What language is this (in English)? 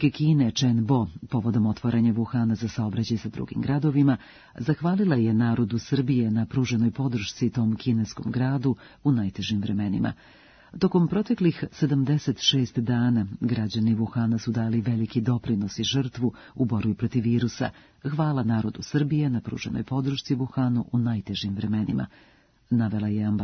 Serbian